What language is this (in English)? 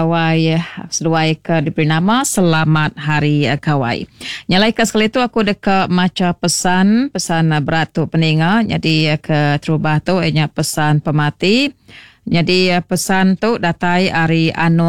Iban